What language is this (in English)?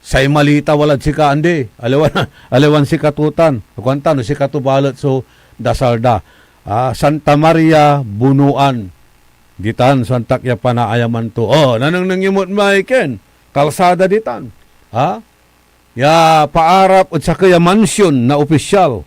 Pangasinan